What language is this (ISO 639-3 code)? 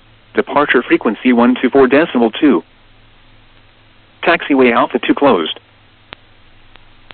eng